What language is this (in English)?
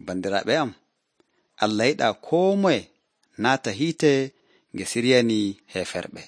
Nigerian Fulfulde